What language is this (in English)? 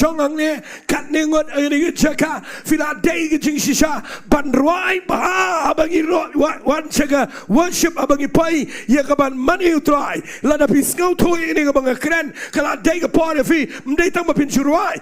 Khasi